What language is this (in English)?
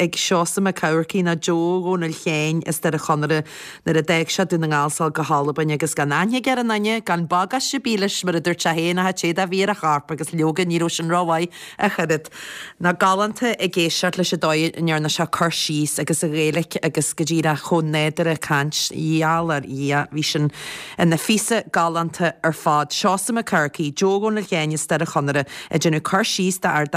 Irish